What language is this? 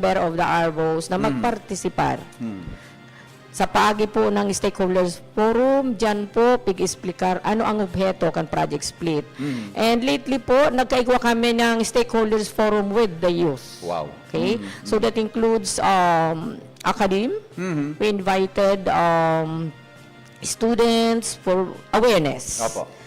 Bikol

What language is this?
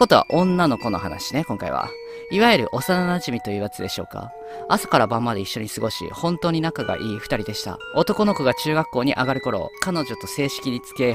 Japanese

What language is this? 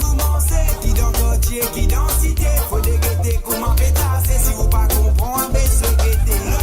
Morisyen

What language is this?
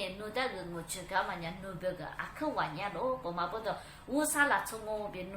Lisu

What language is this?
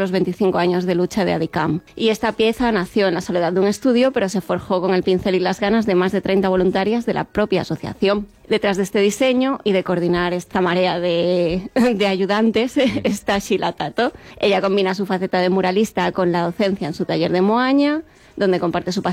Spanish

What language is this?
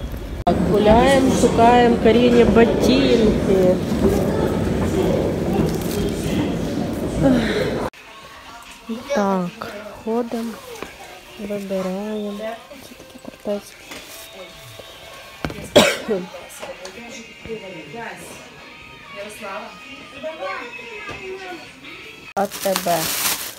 Ukrainian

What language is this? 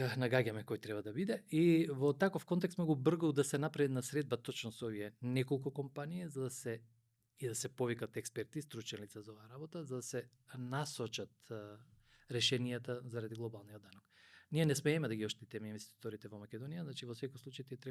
Macedonian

